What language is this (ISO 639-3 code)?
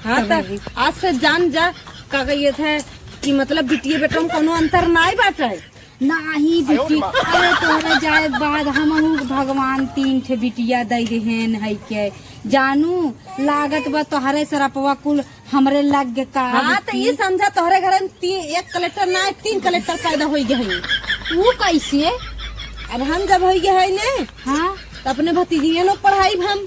awa